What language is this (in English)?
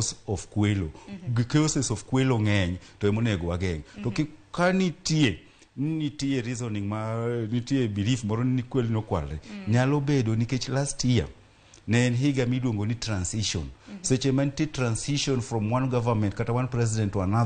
Luo (Kenya and Tanzania)